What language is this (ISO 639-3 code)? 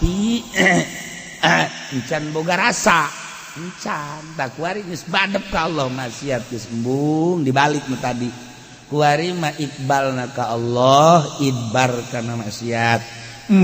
sun